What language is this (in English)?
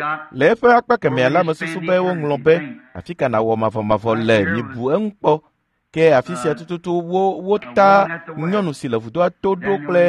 Ewe